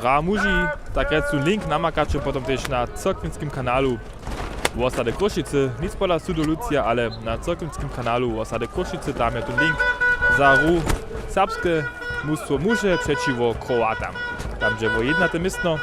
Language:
Upper Sorbian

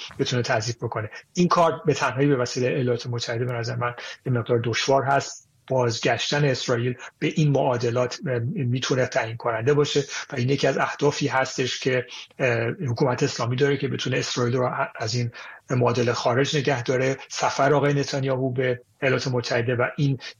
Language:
Persian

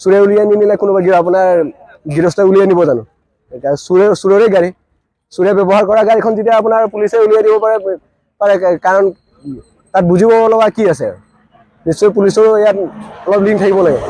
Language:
Assamese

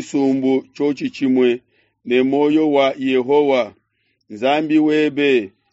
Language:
Luba-Lulua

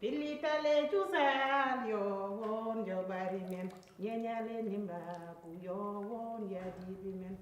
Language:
Fula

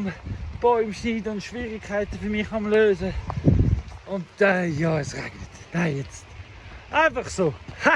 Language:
Swiss German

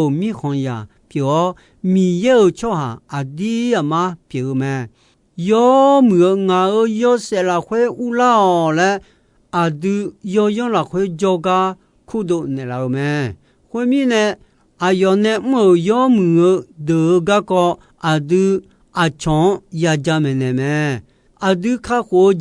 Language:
Akha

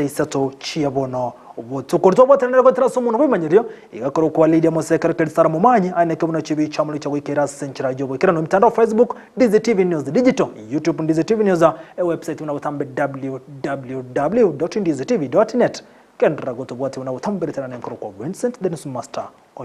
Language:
Gusii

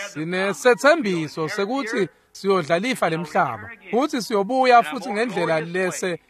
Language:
Swati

